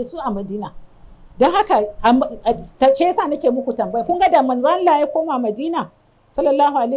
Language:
Hausa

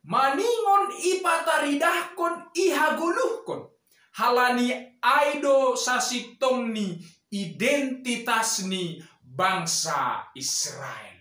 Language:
Batak Simalungun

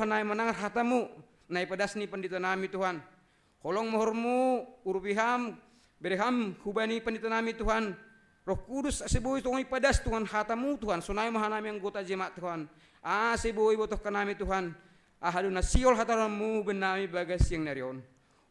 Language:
Batak Simalungun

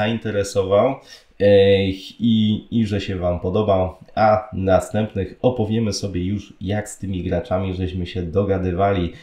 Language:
Polish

